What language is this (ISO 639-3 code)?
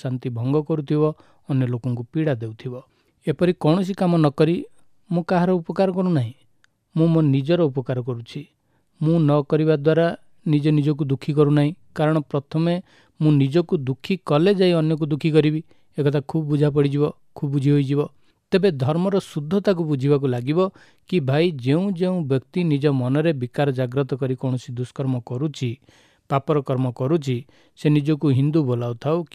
ori